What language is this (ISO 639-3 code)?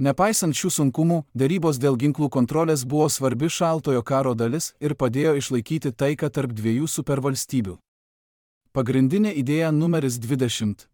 lit